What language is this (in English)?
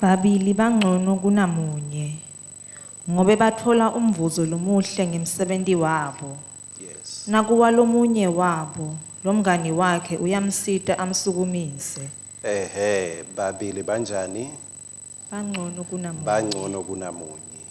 Swati